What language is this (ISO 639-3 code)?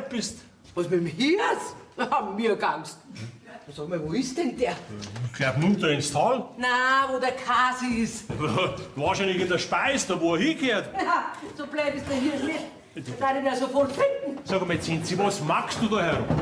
bar